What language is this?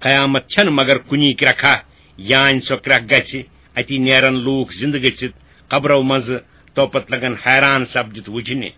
Kashmiri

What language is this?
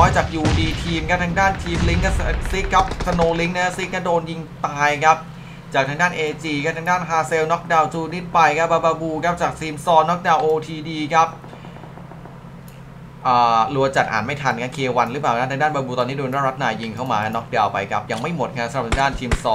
Thai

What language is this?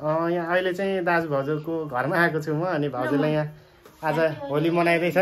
Nepali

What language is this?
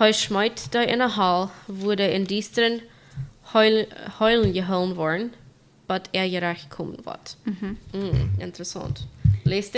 Plautdietsch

